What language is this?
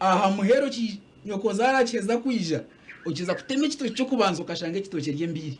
Nyankole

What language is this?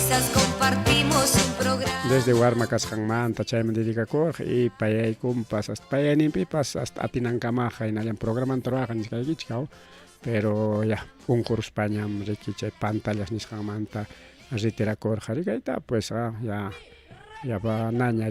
Ayacucho Quechua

